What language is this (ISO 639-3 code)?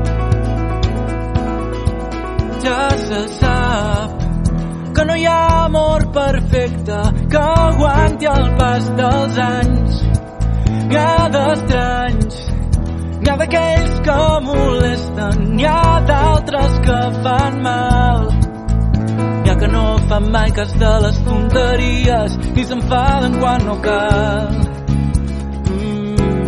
cat